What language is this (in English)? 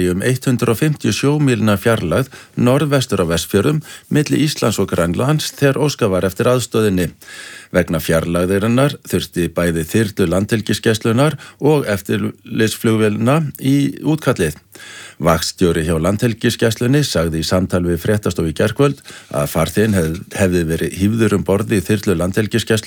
Icelandic